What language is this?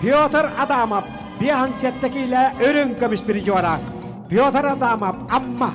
Yakut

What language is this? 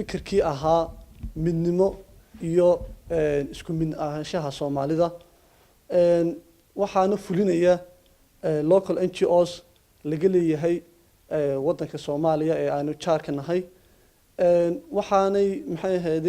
Somali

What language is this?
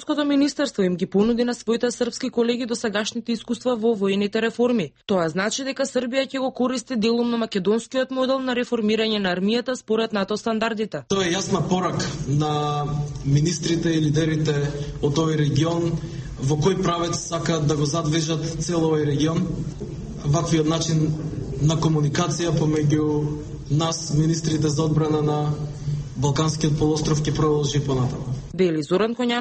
Macedonian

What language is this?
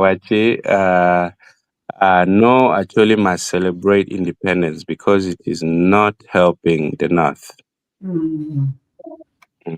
Acoli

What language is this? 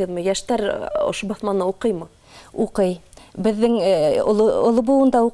Bashkir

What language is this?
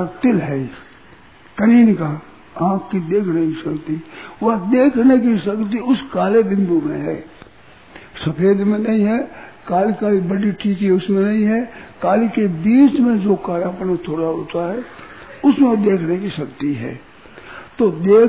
Hindi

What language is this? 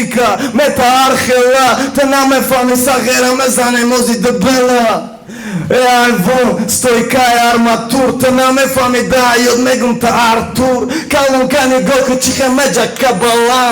Tajik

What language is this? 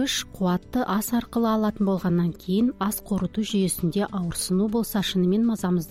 Kazakh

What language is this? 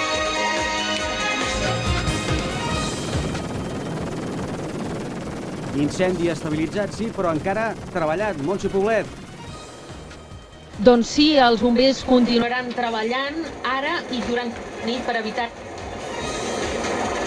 Catalan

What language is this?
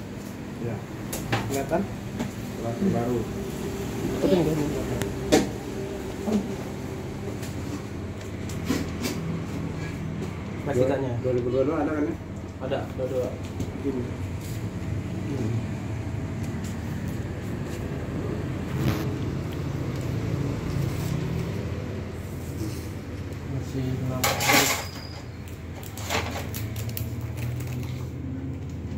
Indonesian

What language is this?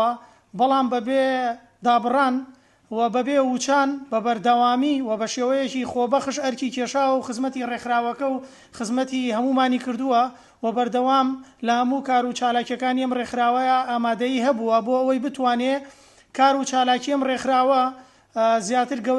Central Kurdish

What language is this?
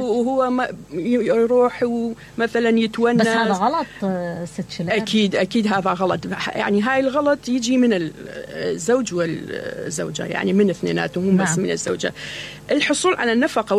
Mesopotamian Arabic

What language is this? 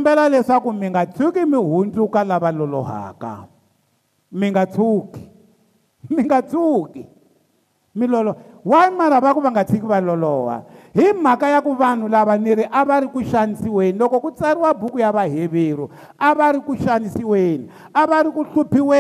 Tsonga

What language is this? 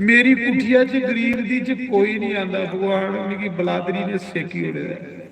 Dogri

